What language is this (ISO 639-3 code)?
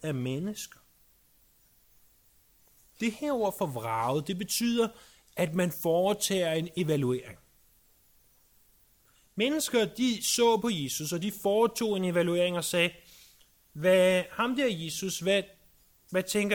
dan